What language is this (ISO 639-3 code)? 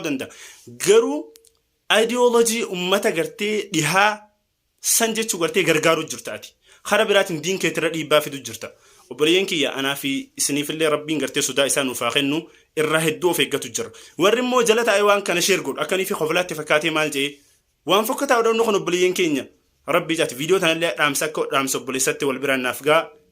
orm